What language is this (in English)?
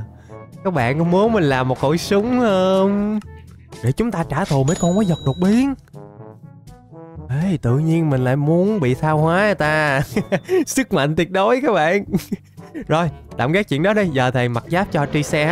Vietnamese